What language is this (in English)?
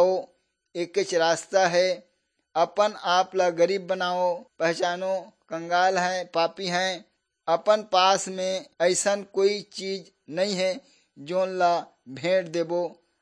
Chhattisgarhi